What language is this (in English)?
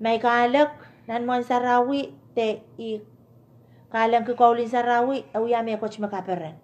Pohnpeian